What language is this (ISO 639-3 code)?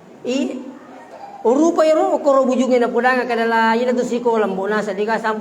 bug